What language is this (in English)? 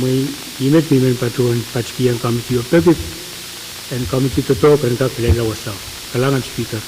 Pohnpeian